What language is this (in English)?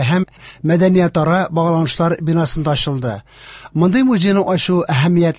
Tatar